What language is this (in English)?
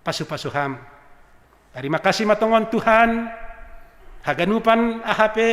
Batak Simalungun